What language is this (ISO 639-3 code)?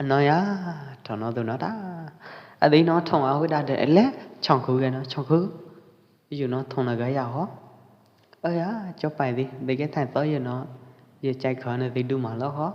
kjp